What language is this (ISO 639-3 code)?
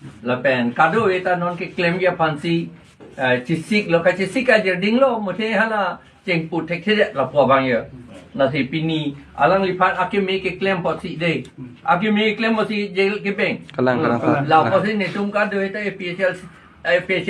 mjw